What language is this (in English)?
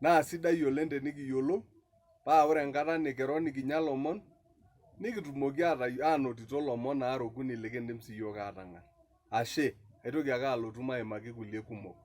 Masai